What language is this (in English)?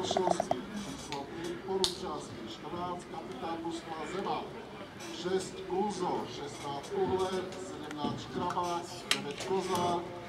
Slovak